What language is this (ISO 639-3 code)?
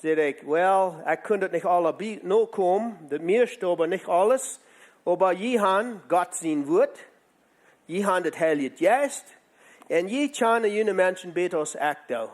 pdt